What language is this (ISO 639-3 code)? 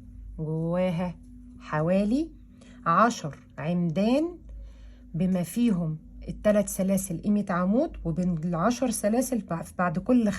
arz